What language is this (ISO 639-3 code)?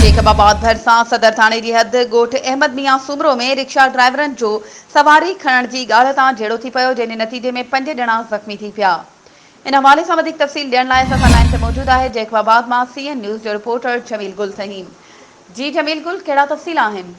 snd